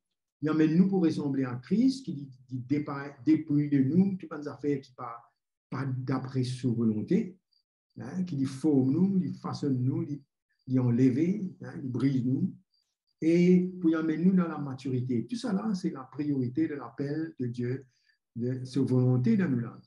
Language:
Morisyen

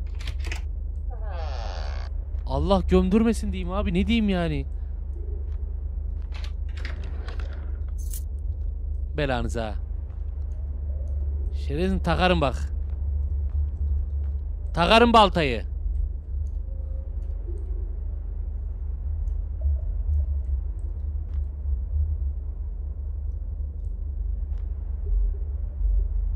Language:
Turkish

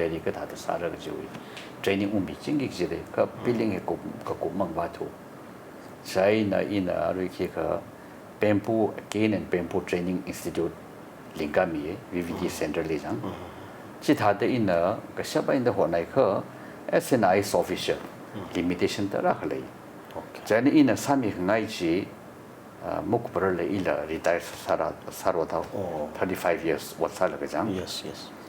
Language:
Tangkhul Naga (India)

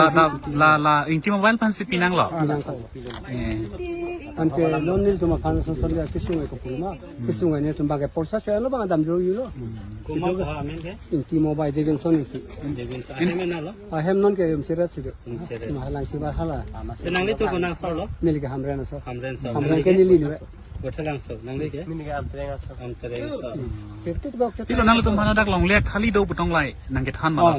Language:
Karbi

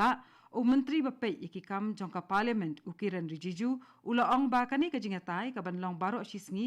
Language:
Khasi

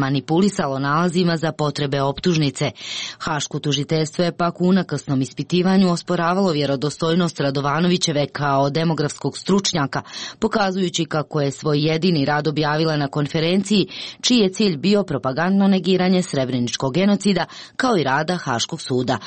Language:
Croatian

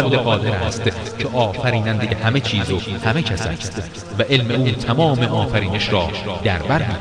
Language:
Persian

